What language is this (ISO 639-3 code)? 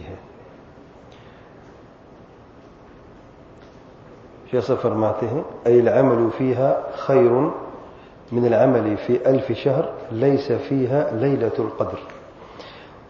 urd